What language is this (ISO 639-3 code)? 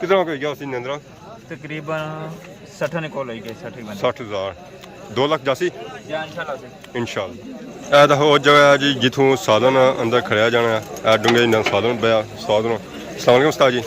phr